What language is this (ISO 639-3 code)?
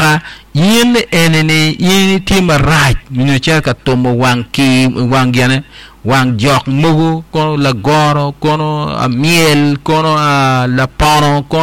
ach